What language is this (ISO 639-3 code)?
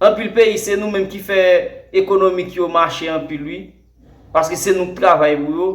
hat